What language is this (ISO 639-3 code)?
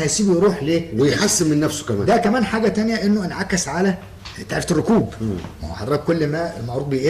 arz